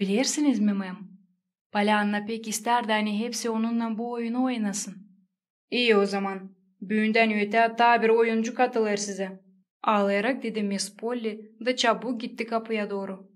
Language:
Gagauz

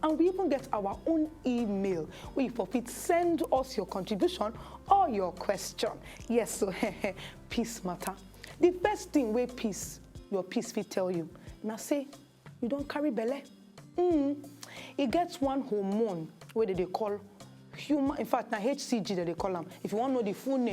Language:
Nigerian Pidgin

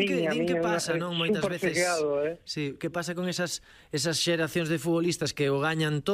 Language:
Galician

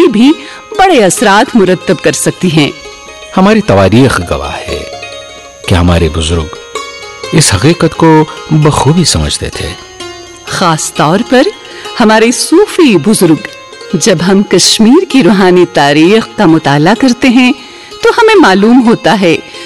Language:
Urdu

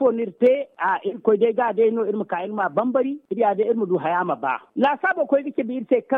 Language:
Zarma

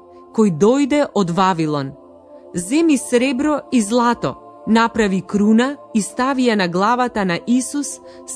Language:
Macedonian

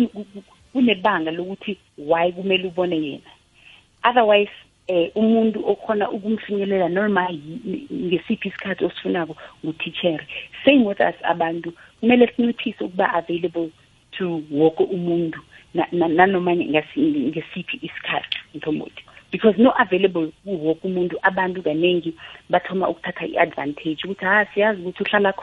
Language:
South Ndebele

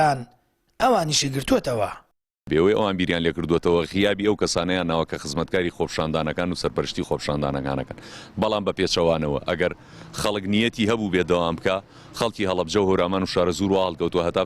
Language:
Central Kurdish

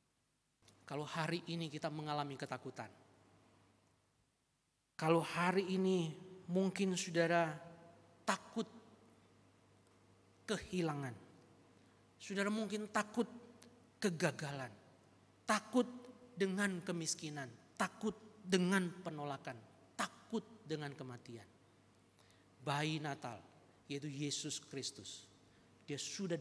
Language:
Indonesian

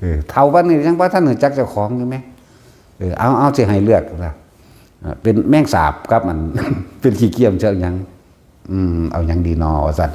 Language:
Northeastern Thai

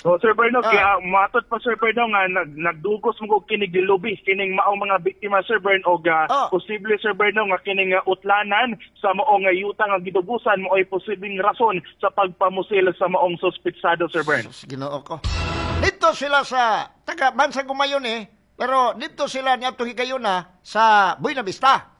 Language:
Cebuano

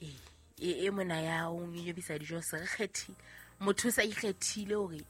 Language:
Southern Sotho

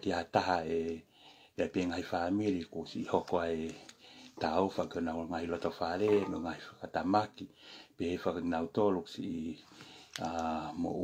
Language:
Tongan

